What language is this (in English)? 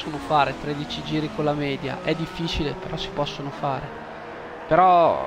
Italian